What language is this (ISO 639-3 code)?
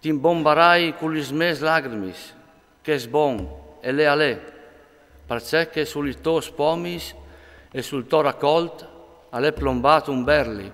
fur